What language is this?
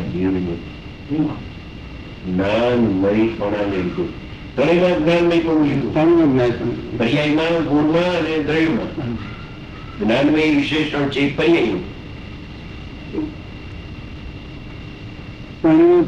Gujarati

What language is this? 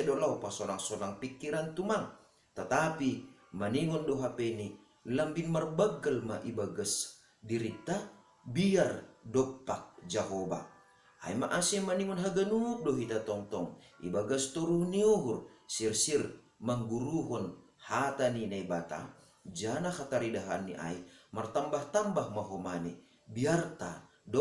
Batak Simalungun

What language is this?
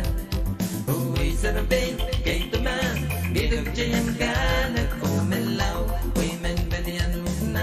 Pohnpeian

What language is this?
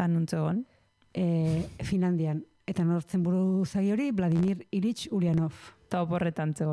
Basque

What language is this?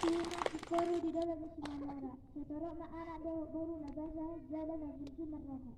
Batak Toba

